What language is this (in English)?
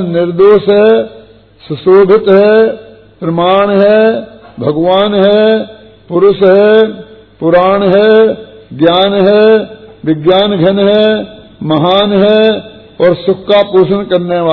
Hindi